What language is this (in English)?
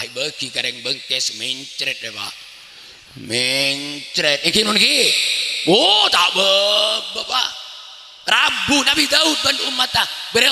Madurese